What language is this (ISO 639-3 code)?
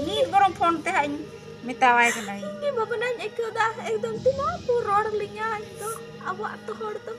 sat